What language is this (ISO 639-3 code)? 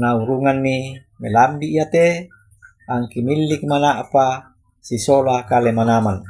sda